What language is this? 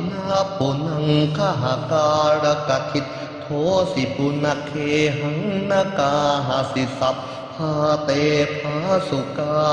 Pali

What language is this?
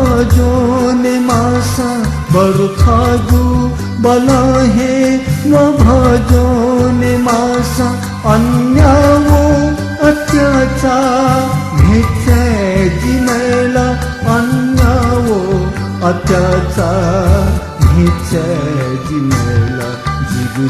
Newari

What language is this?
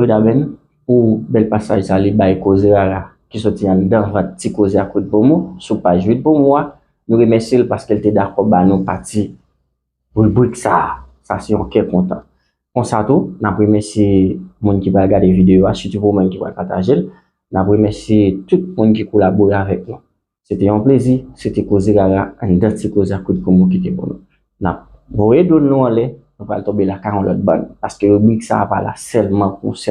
Haitian Creole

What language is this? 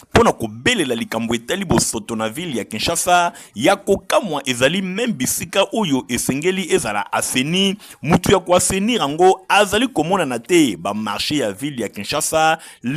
Lingala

